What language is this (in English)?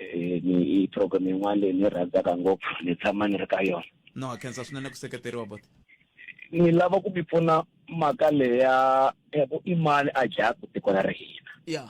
Tsonga